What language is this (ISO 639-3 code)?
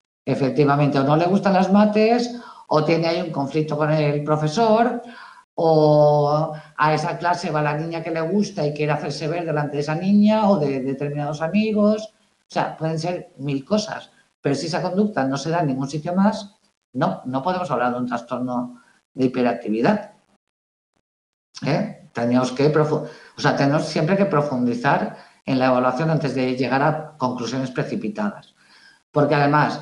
spa